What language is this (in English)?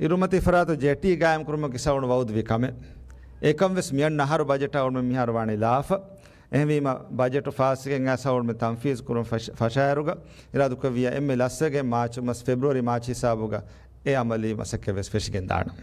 Divehi